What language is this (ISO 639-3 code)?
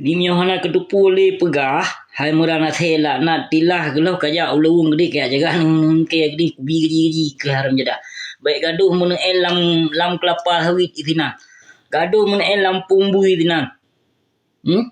ace